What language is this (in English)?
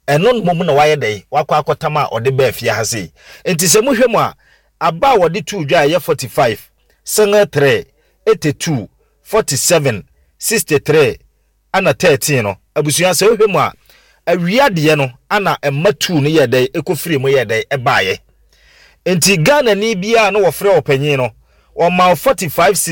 Akan